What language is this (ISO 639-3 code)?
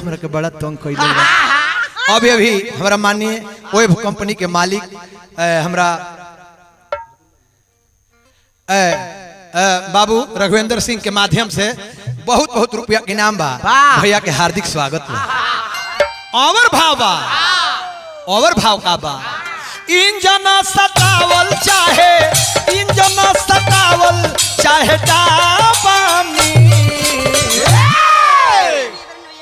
bho